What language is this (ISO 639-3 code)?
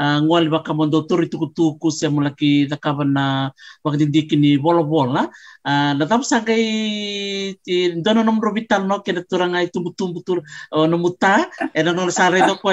fij